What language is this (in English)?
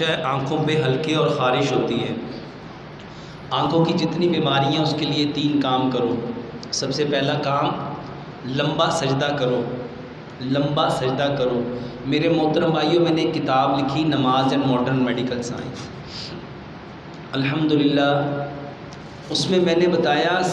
Hindi